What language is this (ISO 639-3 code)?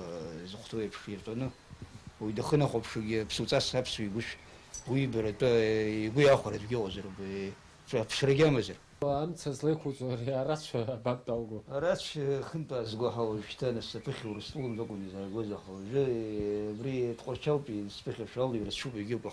abk